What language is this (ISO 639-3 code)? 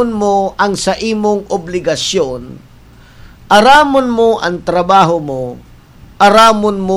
bik